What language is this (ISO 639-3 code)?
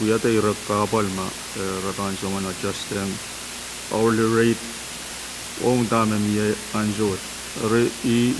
pon